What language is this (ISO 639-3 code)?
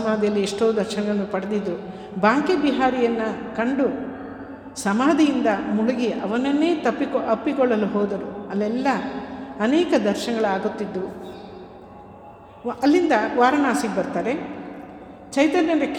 kan